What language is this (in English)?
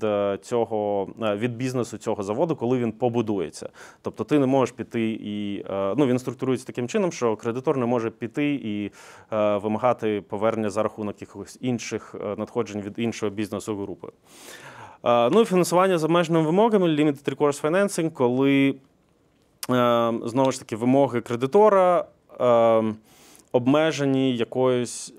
Ukrainian